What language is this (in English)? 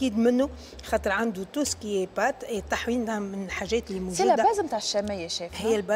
Tunisian Arabic